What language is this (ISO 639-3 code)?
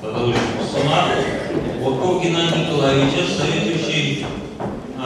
chv